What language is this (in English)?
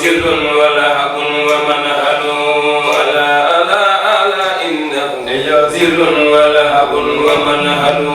Fula